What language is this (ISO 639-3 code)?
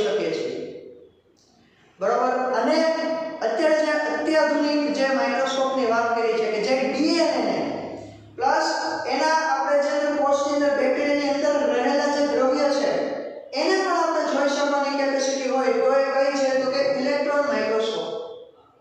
guj